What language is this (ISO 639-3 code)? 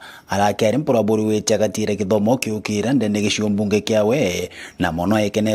mer